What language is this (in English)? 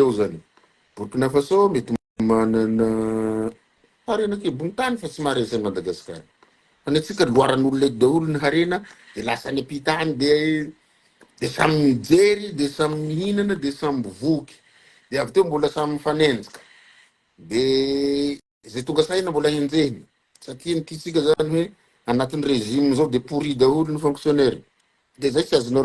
Malagasy